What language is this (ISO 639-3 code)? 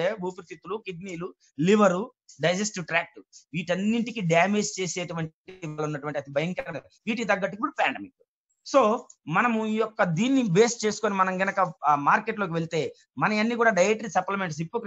tel